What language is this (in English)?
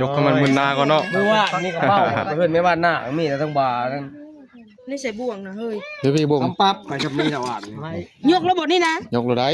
Northeastern Thai